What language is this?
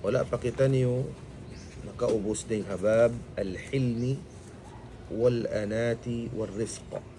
Tausug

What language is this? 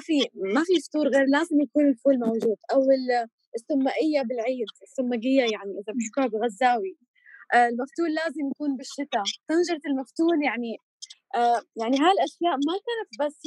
North Levantine Arabic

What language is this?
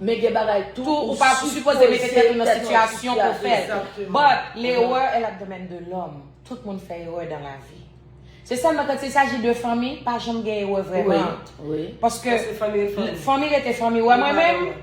Haitian Creole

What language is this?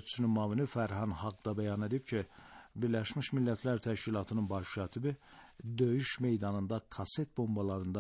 Azerbaijani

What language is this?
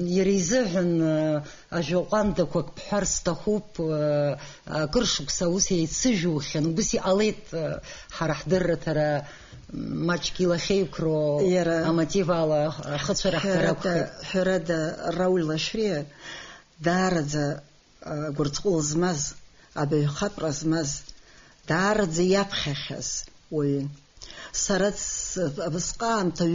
Abkhazian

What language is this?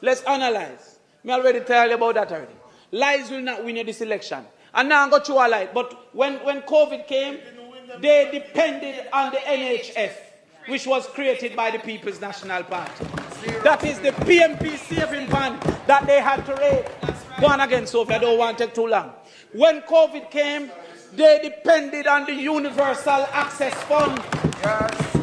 Jamaican Creole English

